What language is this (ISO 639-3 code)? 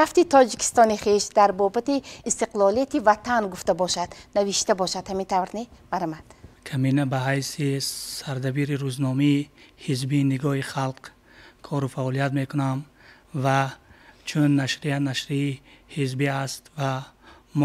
tgk